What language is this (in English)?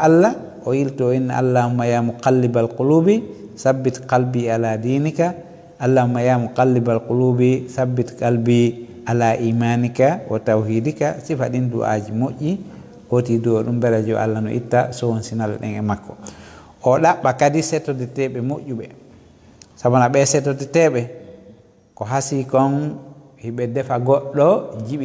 Fula